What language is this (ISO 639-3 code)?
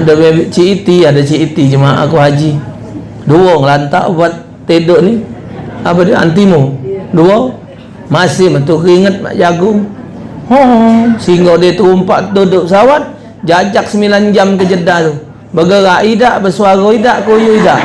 mui